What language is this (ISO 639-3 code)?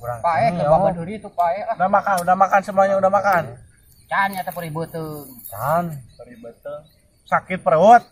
sun